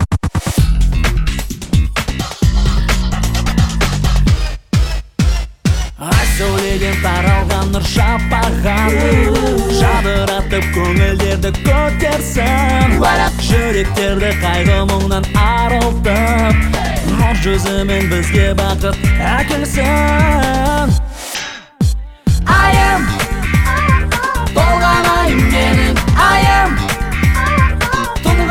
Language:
Kazakh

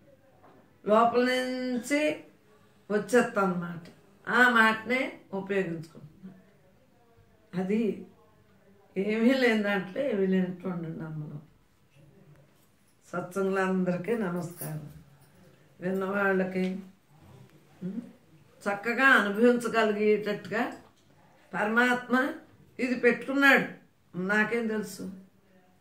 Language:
Telugu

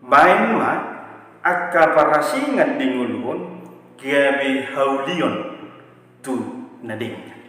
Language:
Batak Toba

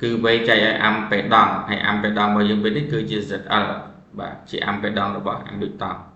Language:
Khmer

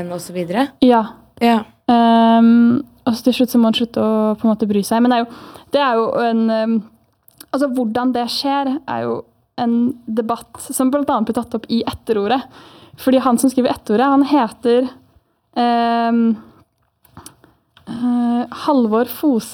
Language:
Norwegian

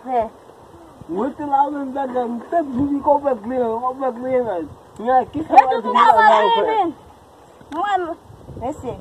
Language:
Haitian Creole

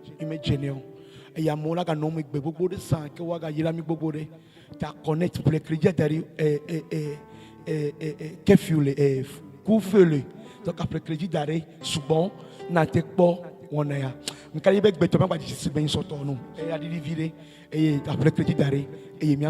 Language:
Ewe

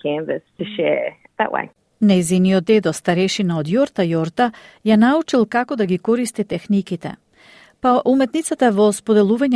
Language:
Macedonian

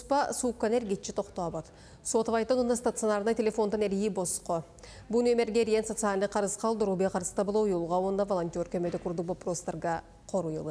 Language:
Yakut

